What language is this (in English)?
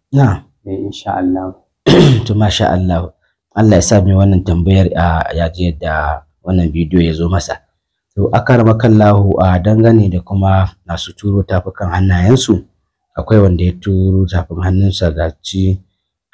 Hausa